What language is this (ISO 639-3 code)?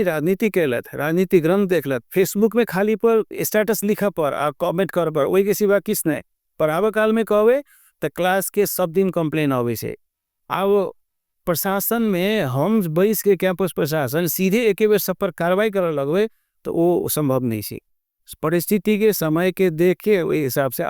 mai